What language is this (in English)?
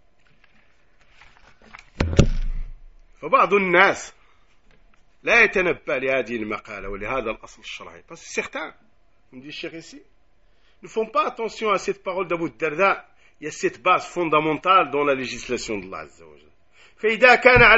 French